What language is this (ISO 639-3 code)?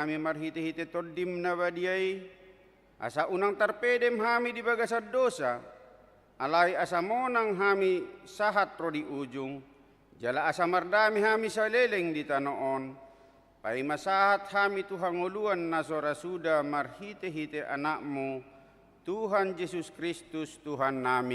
bbc